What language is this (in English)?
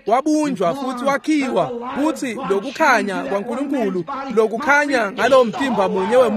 Swati